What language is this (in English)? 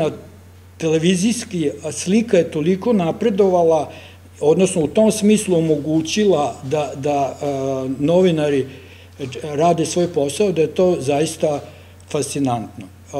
Serbian